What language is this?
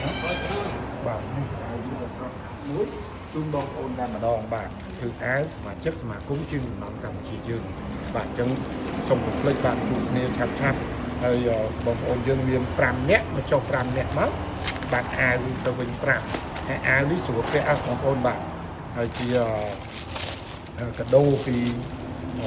Khmer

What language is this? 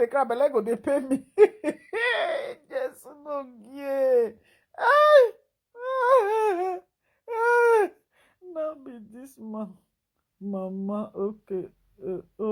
Nigerian Pidgin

